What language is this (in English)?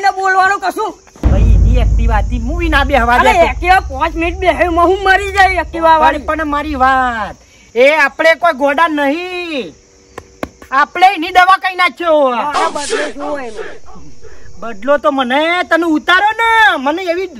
Gujarati